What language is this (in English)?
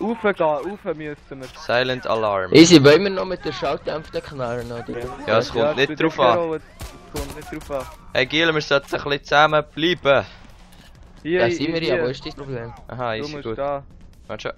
Swiss German